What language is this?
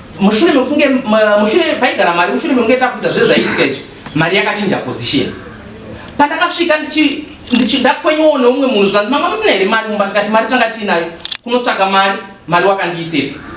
Shona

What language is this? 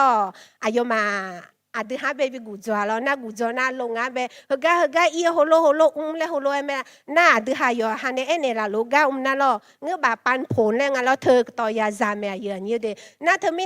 Akha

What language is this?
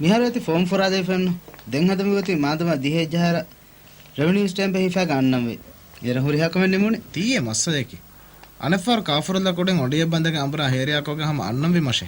Divehi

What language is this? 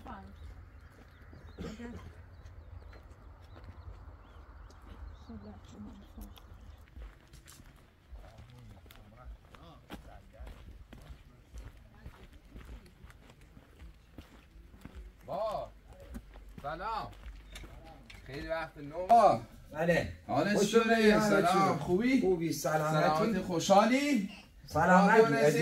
Persian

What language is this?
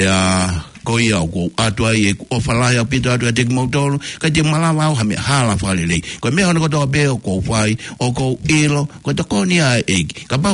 Tongan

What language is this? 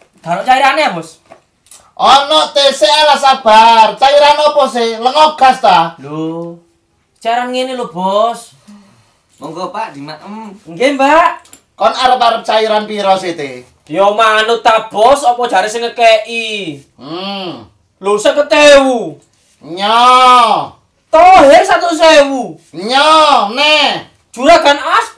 Javanese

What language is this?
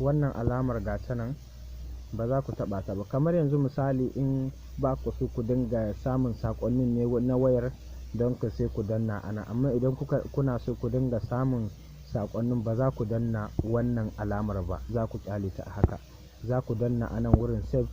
Hausa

